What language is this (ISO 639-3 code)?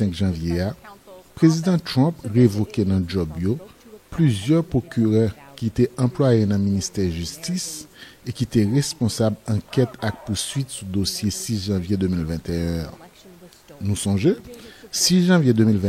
hat